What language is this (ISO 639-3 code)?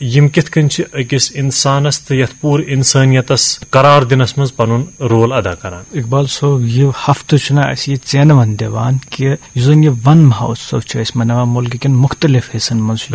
kas